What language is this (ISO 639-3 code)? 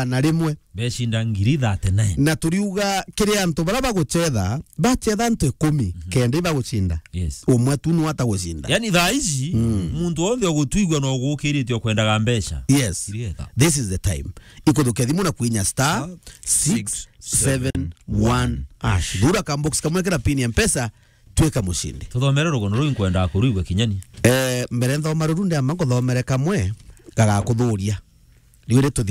mer